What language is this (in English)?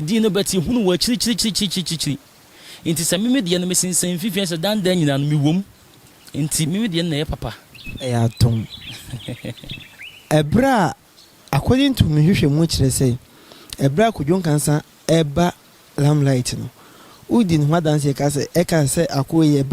Akan